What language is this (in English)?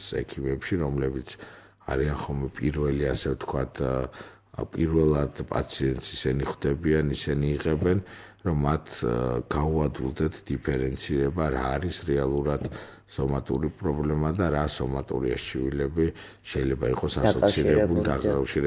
Georgian